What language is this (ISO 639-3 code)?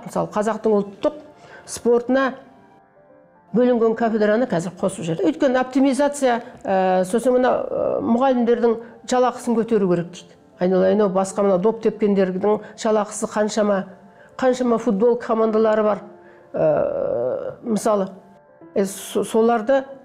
kaz